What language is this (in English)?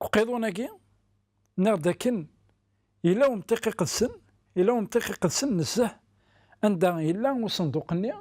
Kabyle